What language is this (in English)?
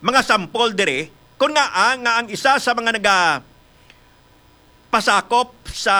Hiligaynon